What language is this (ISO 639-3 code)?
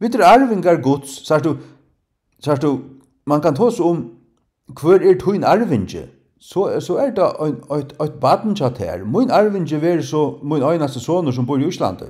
fao